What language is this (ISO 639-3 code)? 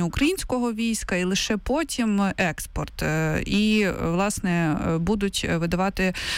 ukr